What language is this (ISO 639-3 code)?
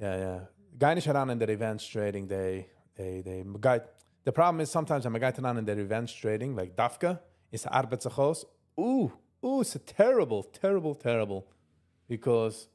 yid